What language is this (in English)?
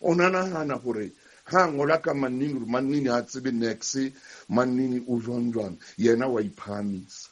Southern Sotho